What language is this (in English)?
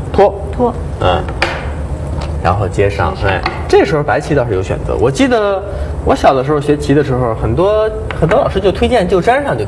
Chinese